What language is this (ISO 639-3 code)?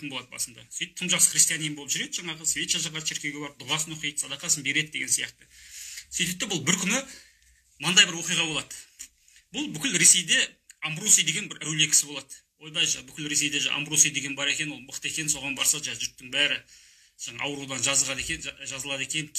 kaz